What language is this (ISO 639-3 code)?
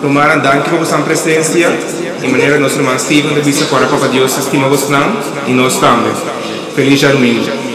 pap